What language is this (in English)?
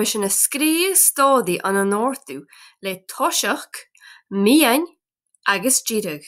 Scottish Gaelic